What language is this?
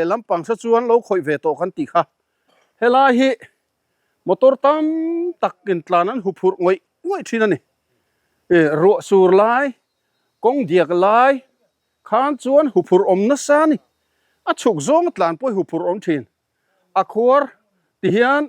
Mizo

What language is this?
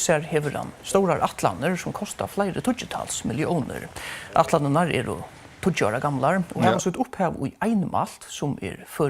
Faroese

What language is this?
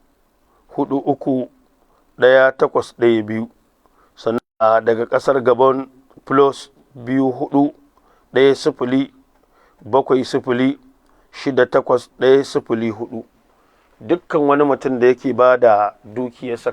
Hausa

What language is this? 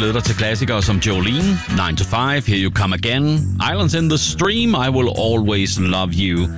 Danish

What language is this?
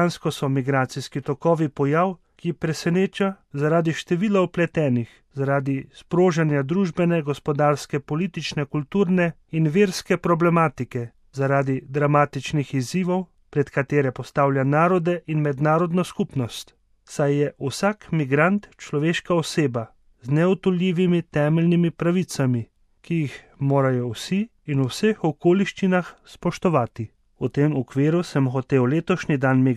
Slovenian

